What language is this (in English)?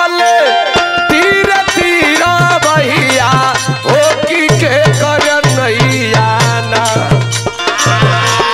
Bhojpuri